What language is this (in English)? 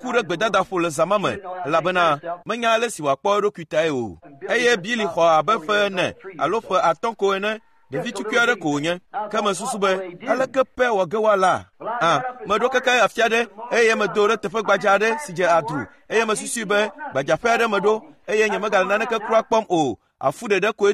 Ewe